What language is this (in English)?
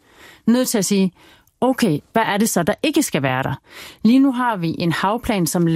Danish